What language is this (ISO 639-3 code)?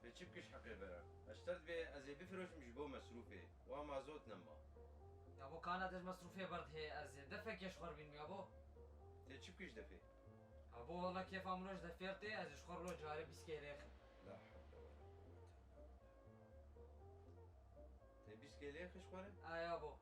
kur